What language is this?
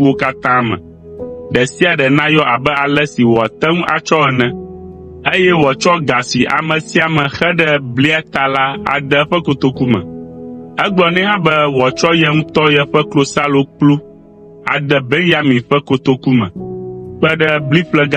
Ewe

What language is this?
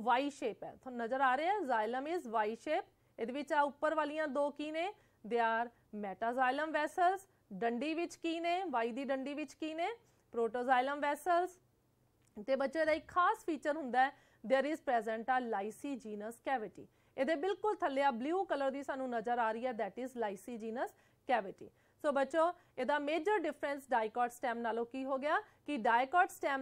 Punjabi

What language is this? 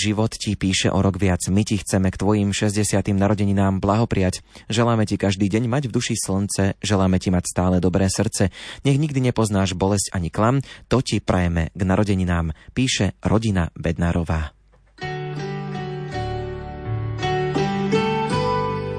Slovak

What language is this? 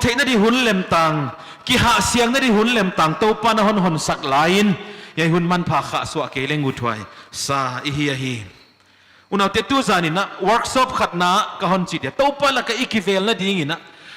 Paite Chin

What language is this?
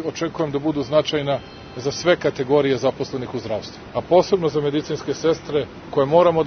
Serbian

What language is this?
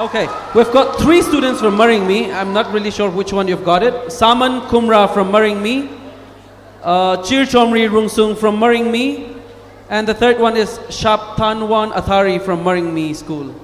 Tangkhul Naga (India)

